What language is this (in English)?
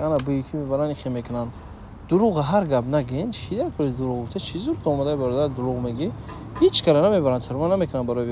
Tajik